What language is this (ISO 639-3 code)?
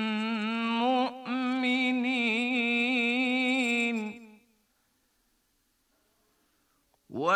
bos